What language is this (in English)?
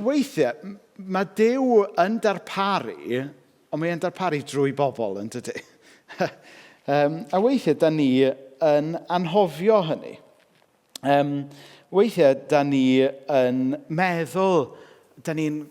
Welsh